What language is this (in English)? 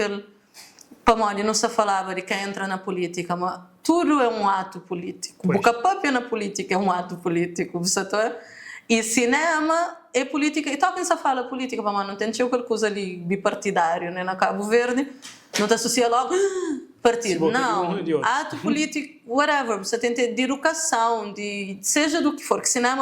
Kabuverdianu